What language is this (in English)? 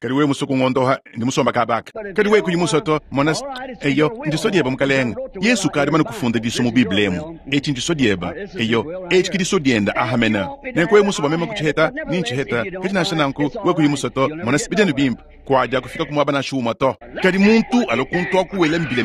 Luba-Lulua